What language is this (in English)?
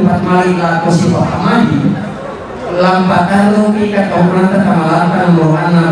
Toraja-Sa'dan